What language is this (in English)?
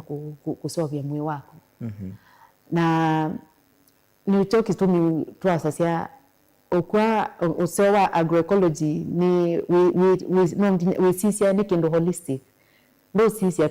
Kamba